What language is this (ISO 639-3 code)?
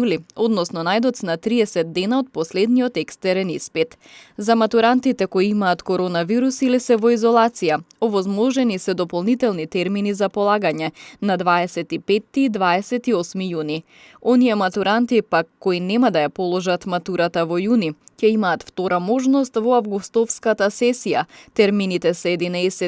mkd